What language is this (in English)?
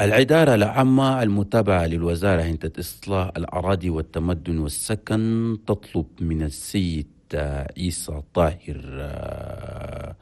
Chadian Arabic